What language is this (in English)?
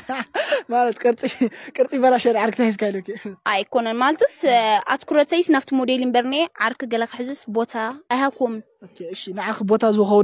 Tigrinya